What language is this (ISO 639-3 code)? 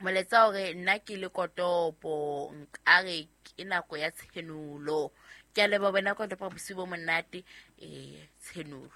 sot